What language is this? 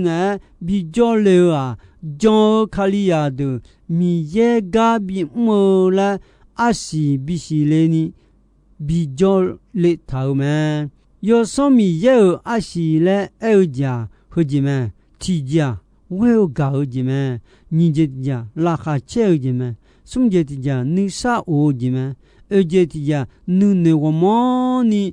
Akha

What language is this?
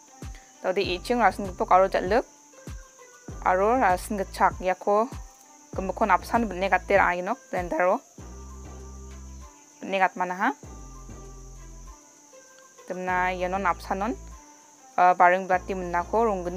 Garo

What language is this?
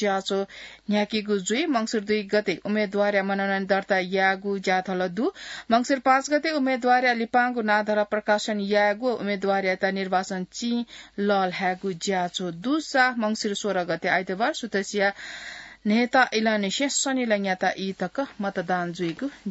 Newari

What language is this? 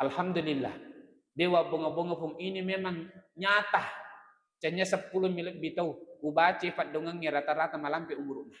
Buginese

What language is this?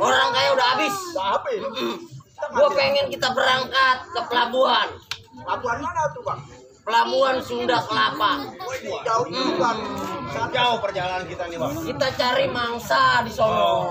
Betawi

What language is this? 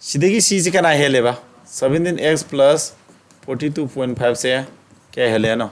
Manipuri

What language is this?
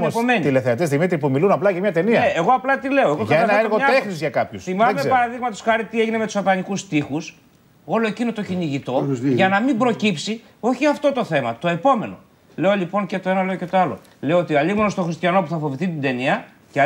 Greek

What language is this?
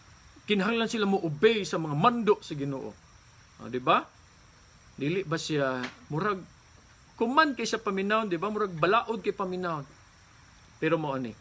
Cebuano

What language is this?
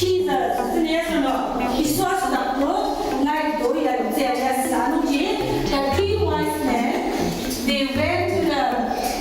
Ao Naga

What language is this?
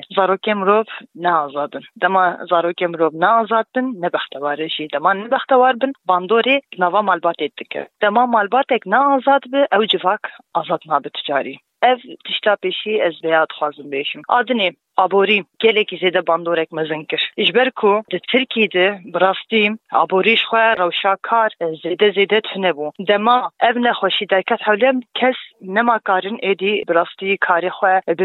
Kurdish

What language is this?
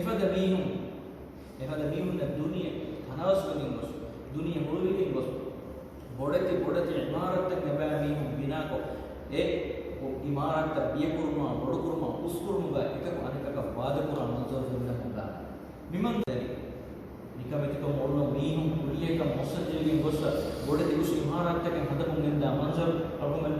Divehi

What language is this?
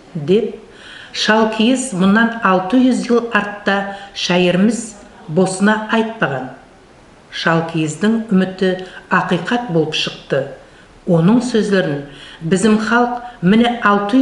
Nogai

